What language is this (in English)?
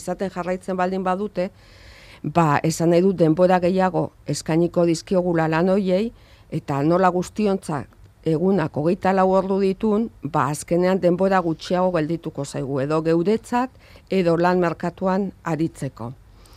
Basque